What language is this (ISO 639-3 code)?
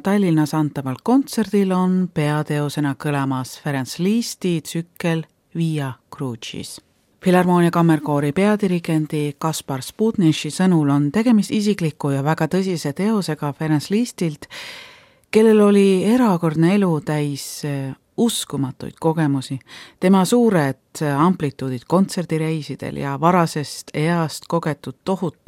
est